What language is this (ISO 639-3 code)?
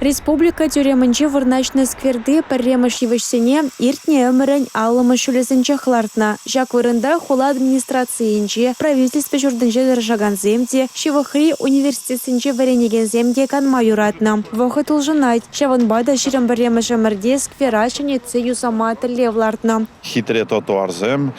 chv